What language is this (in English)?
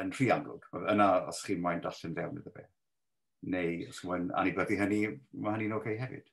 Welsh